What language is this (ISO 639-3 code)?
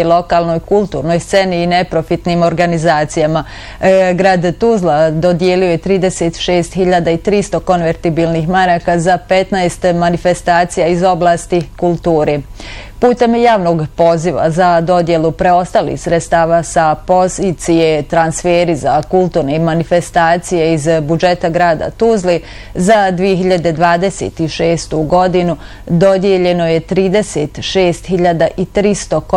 bos